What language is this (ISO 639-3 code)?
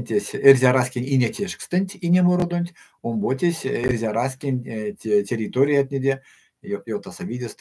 myv